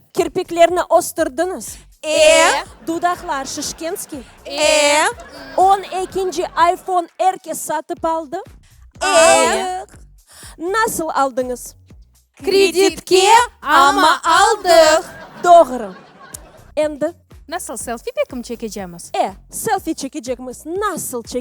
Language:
Crimean Tatar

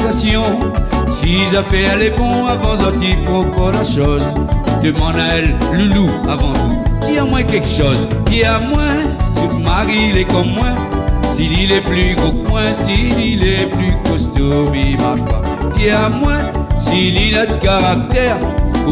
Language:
Réunion Creole French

